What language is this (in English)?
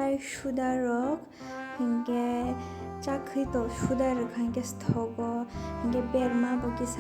Kok Borok